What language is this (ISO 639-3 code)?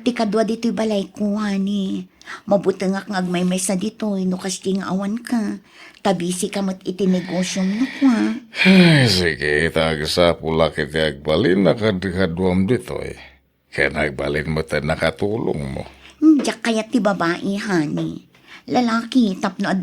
ilo